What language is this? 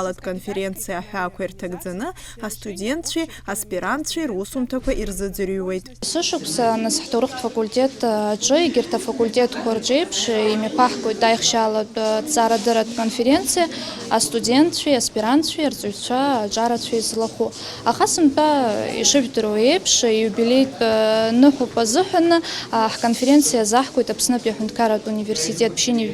Abkhazian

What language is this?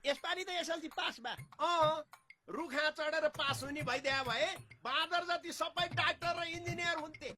Nepali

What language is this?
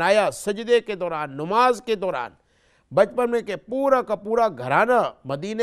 Urdu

